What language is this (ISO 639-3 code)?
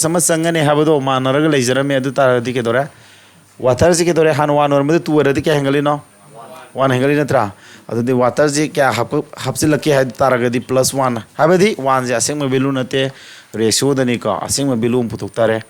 mni